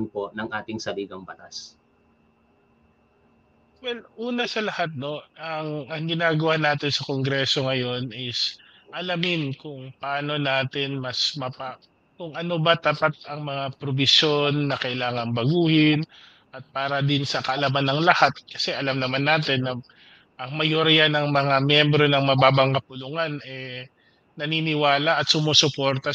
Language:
Filipino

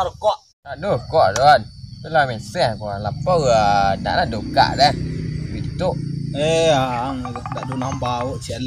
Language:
Minangkabau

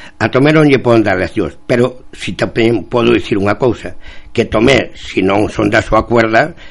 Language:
Galician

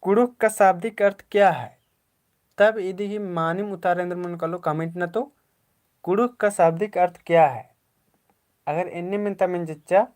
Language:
Kurukh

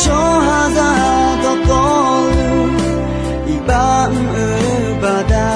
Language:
Akha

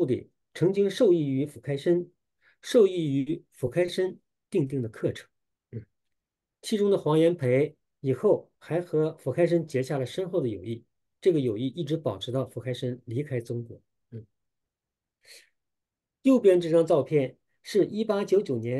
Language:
Chinese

